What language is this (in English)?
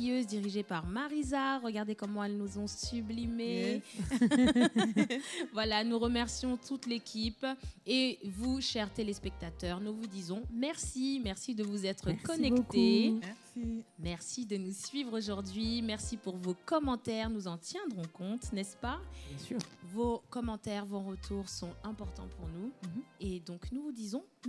French